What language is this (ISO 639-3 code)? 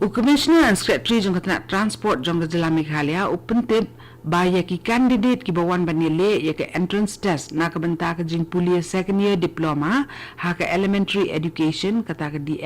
kha